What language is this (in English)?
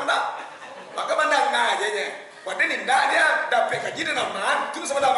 Minangkabau